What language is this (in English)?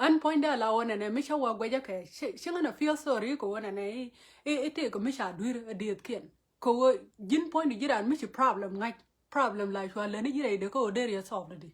Nuer